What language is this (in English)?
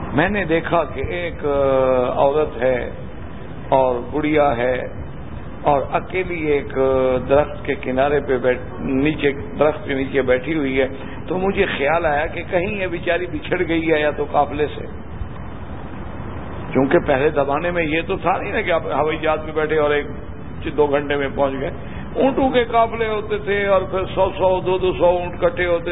Urdu